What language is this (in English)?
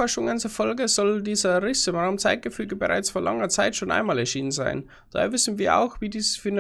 Bavarian